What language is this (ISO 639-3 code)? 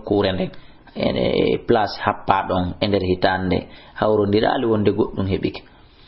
ful